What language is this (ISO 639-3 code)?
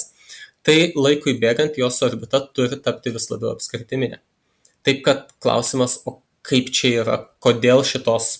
lit